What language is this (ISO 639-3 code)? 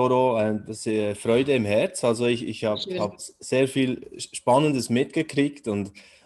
gsw